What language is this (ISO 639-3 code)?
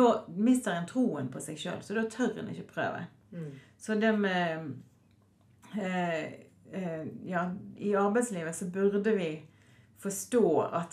nor